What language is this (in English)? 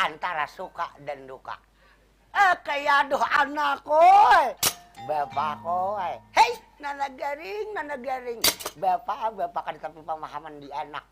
Banjar